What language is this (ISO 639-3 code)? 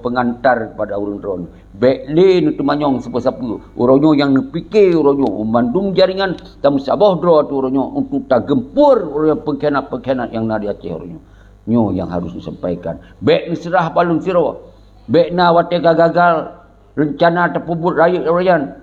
ace